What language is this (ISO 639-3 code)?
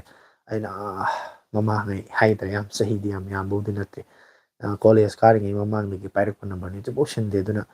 mni